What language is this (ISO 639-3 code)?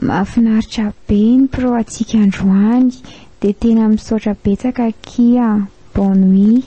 mlg